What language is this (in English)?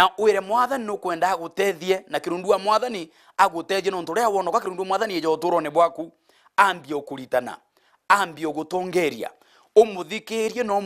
Meru